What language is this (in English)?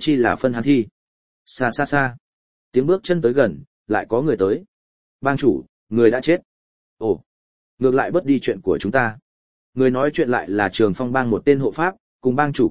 Vietnamese